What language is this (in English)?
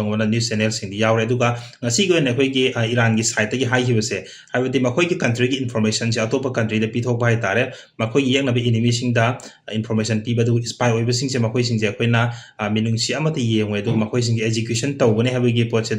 Manipuri